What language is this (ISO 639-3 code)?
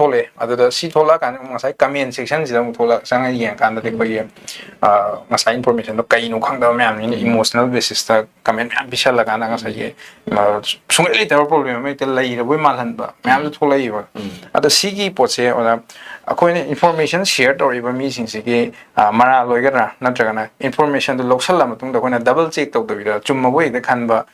mni